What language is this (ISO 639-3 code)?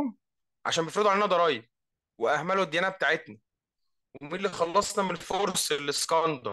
arz